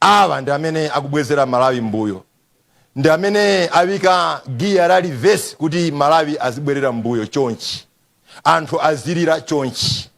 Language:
Nyanja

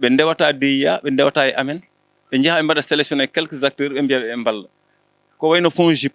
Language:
Fula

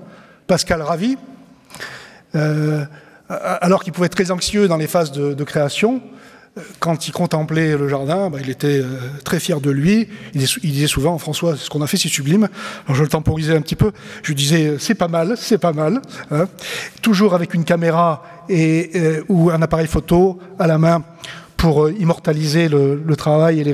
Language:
French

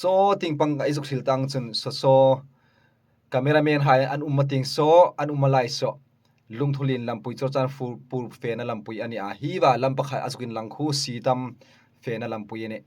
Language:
Hmar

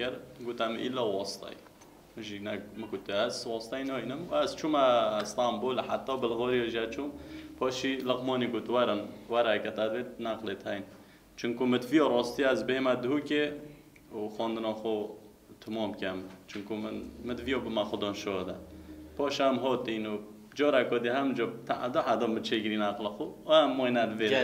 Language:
Kurdish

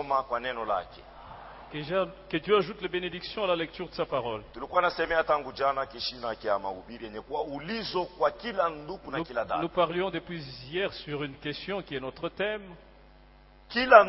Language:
Swahili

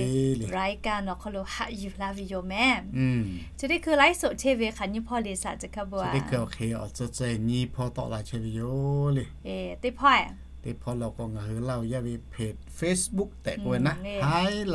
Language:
Lahu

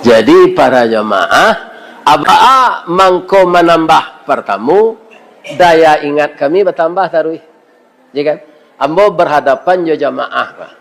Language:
Minangkabau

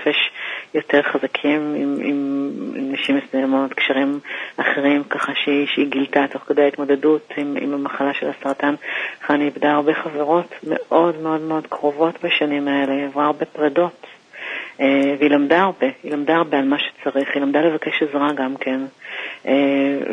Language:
Hebrew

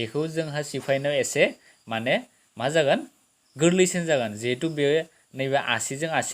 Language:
Bodo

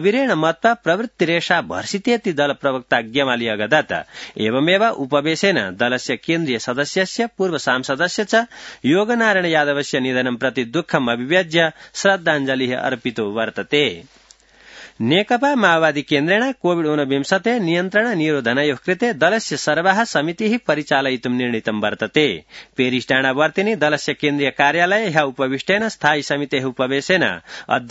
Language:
Sanskrit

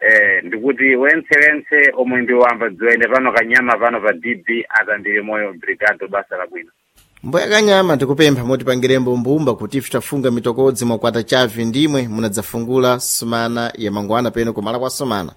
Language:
Sena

